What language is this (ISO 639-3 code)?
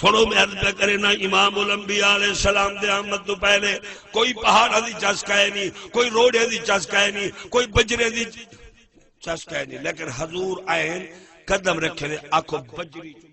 skr